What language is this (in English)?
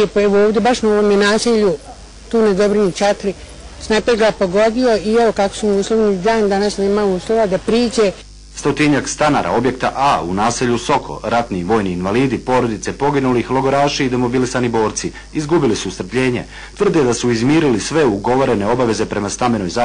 Bosnian